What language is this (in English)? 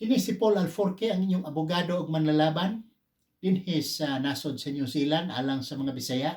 Cebuano